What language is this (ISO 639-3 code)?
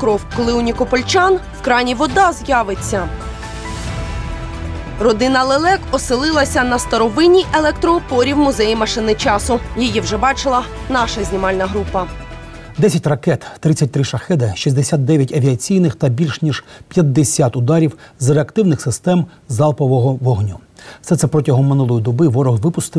ukr